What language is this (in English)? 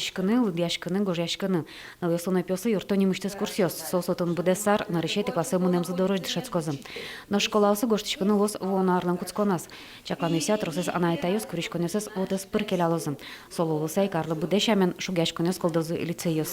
Udmurt